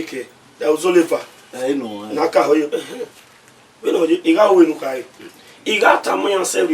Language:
Bini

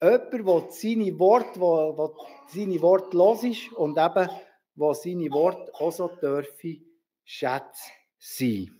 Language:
Swiss German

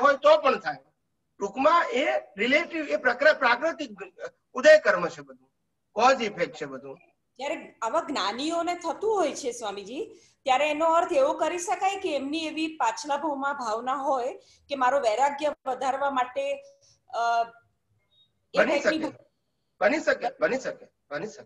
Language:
Gujarati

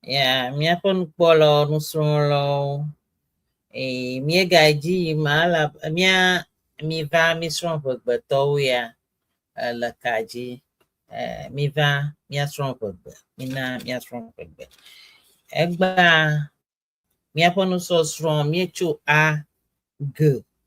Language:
Ewe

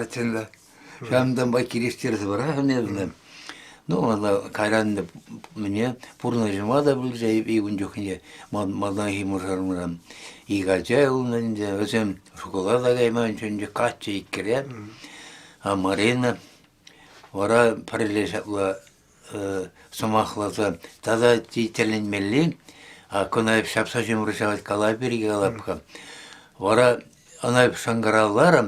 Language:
Chuvash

